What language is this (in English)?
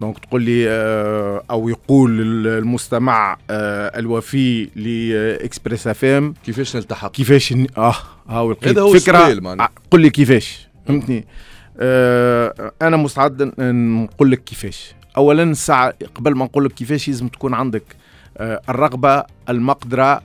Tunisian Arabic